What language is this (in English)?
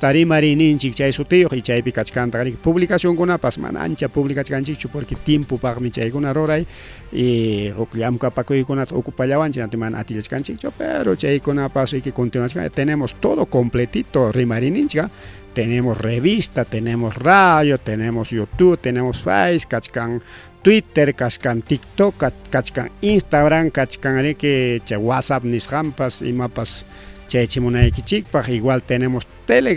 Ayacucho Quechua